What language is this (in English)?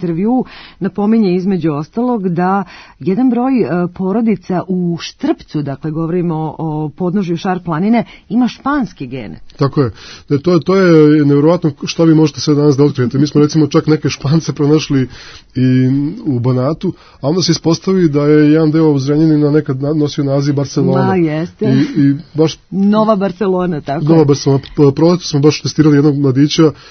Serbian